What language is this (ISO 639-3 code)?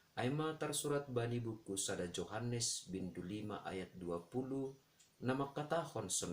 bts